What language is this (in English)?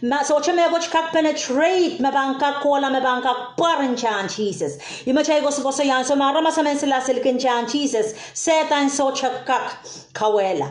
Pohnpeian